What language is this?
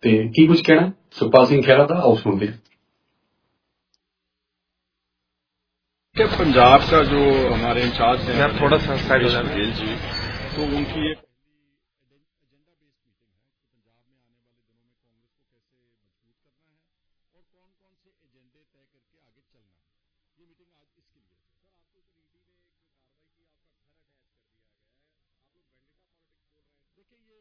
Punjabi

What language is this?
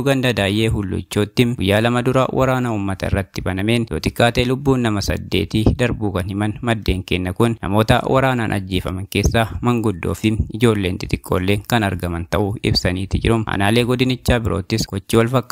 Oromo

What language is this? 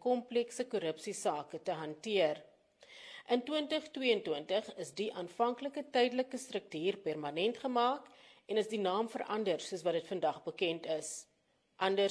Afrikaans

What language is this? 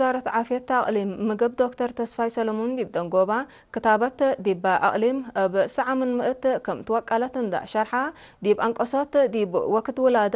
Tigre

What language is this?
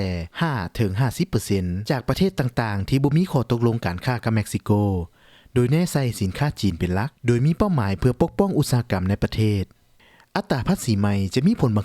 Lao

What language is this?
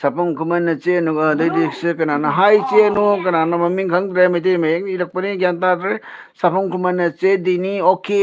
Manipuri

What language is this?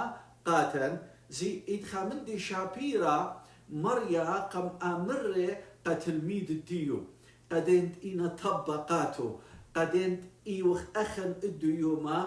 Assyrian Neo-Aramaic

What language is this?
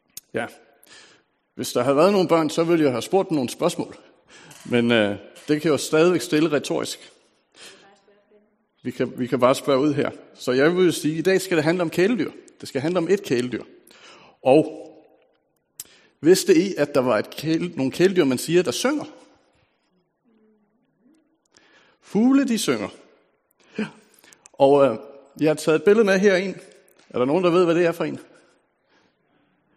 Danish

